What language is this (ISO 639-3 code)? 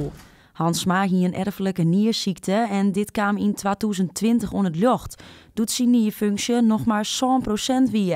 fry